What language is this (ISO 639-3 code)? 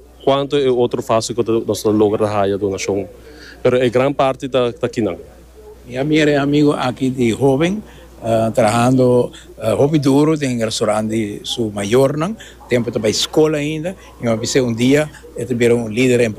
pap